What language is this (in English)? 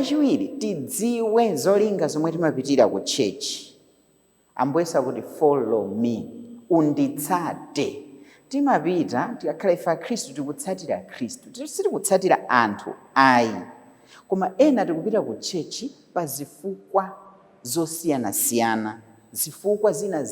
Nyanja